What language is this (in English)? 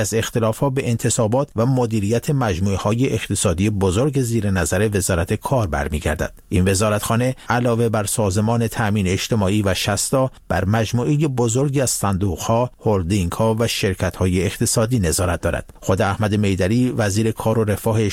Persian